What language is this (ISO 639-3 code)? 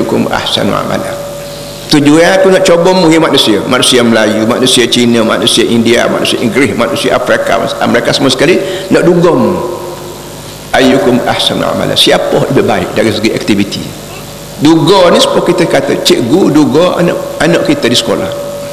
msa